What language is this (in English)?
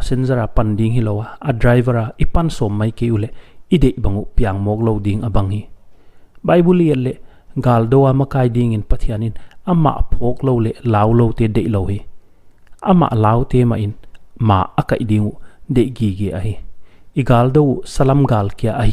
Paite Chin